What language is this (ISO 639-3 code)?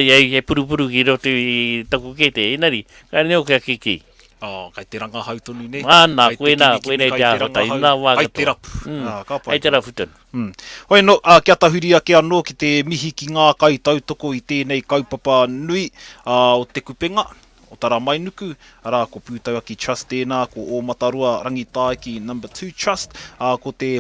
mri